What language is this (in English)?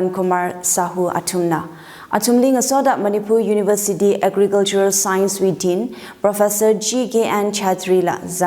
Tangkhul Naga (India)